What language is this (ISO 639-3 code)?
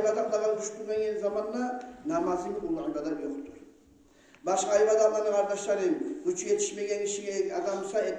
kum